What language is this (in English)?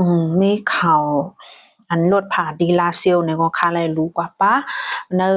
Shan